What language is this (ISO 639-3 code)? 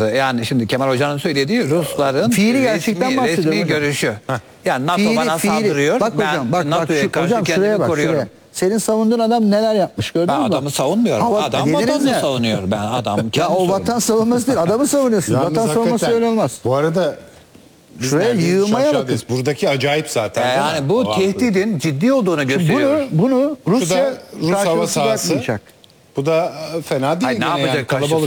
tur